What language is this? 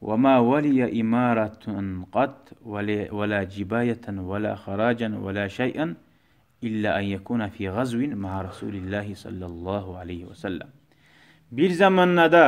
Kumyk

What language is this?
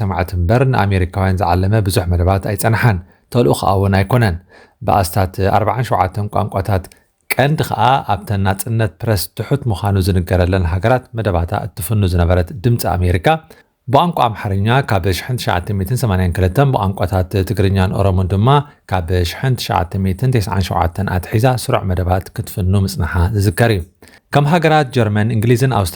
Tigrinya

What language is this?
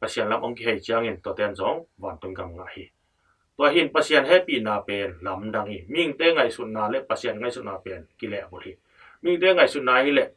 Tedim Chin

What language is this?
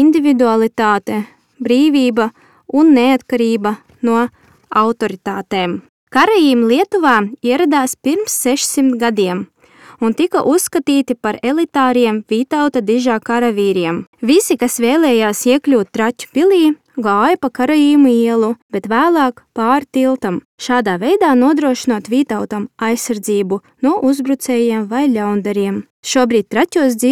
Latvian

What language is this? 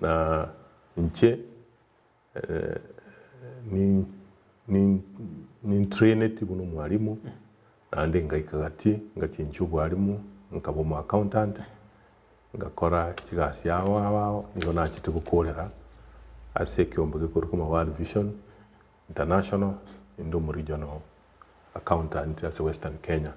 Gusii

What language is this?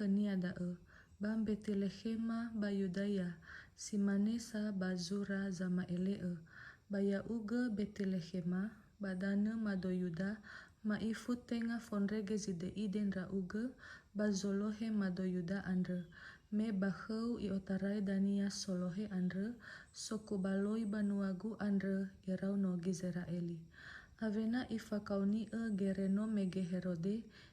Nias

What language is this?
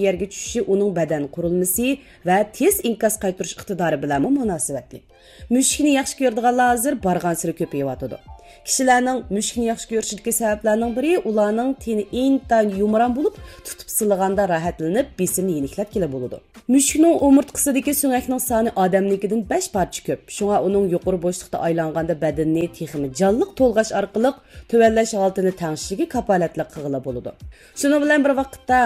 Uyghur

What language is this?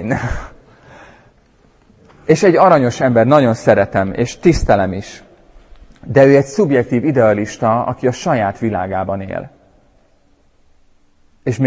Hungarian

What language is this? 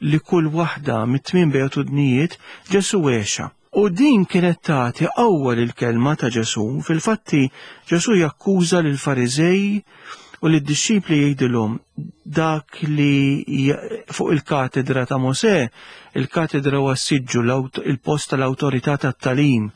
Maltese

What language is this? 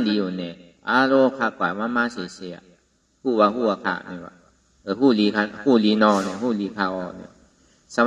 Shan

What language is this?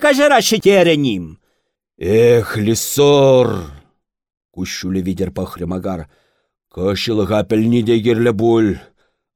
Chuvash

